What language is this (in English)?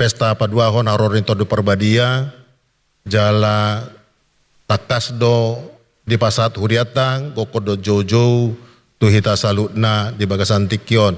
Batak Toba